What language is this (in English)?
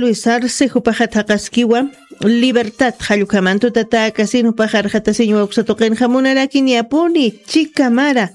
Aymara